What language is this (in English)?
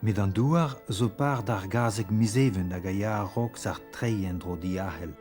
Breton